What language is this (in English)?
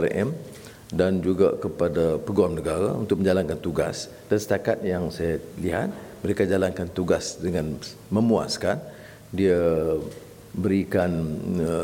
Malay